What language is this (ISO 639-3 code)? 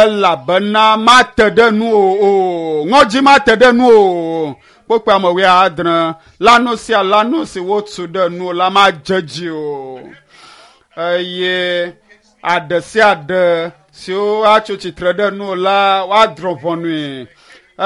ewe